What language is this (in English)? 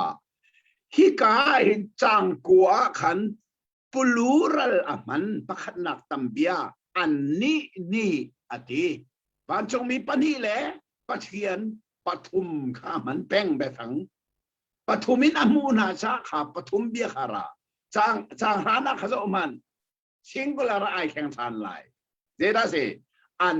Hakha Chin